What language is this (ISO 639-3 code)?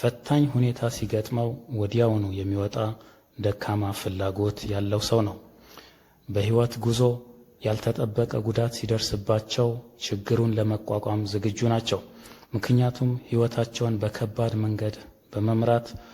amh